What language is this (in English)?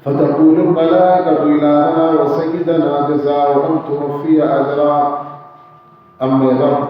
Baluchi